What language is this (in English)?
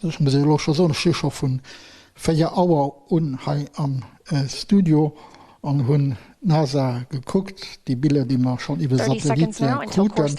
Luxembourgish